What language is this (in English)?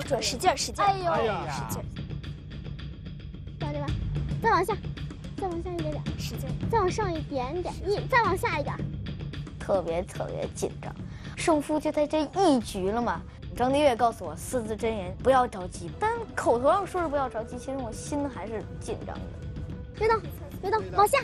Chinese